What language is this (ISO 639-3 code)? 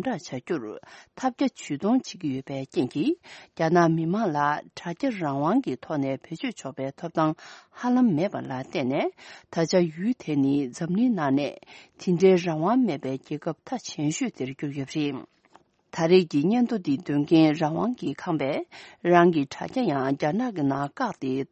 bod